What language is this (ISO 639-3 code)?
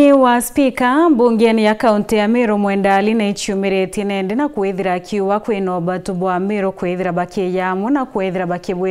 mer